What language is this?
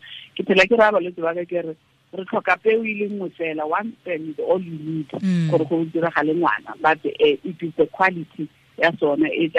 Tswana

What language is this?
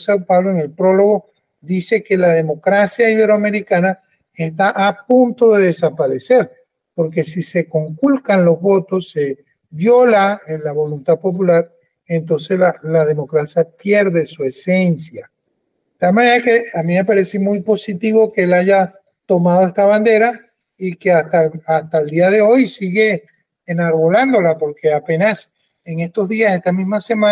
Spanish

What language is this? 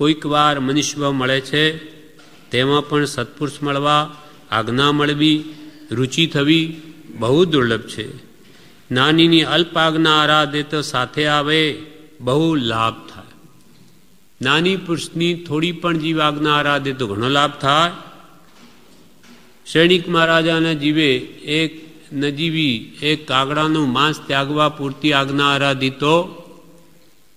Gujarati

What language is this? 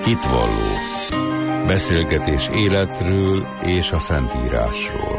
Hungarian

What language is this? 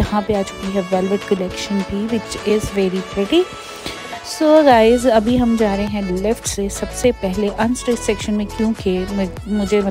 Hindi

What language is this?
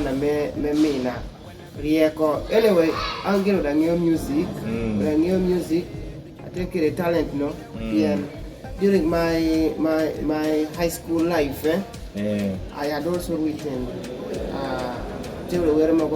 Kumam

